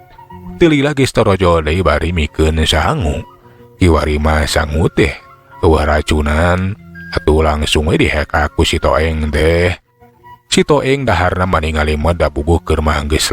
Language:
Sundanese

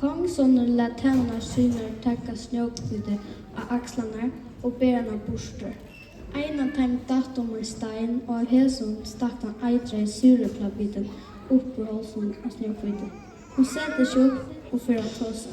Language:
Faroese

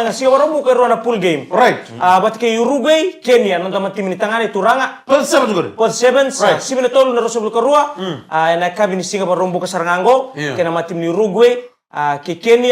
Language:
Fijian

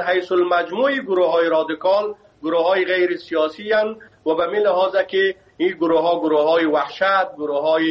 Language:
Persian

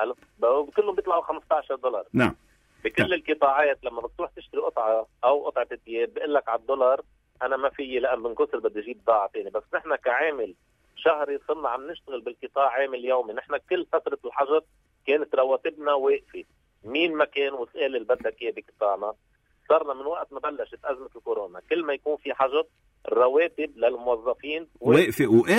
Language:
North Levantine Arabic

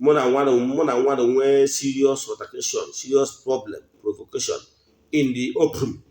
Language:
Igbo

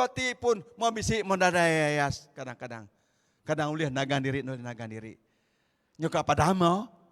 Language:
Iban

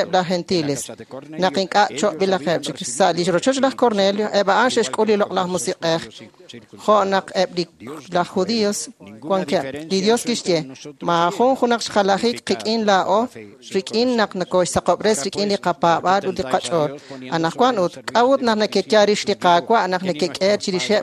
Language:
Kekchí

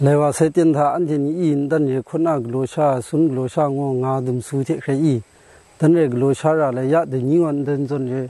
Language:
Kachin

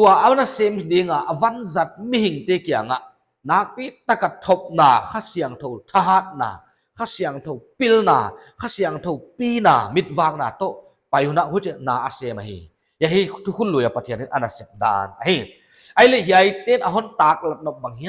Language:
Paite Chin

